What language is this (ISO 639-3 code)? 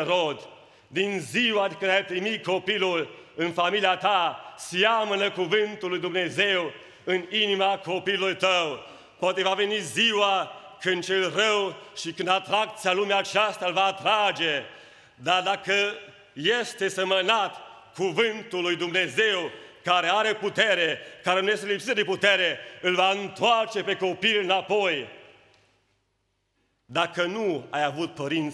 ron